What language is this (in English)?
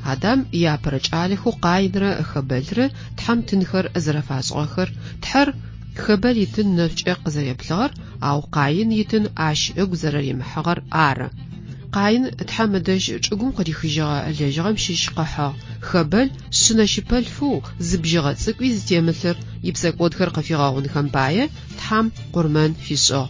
Adyghe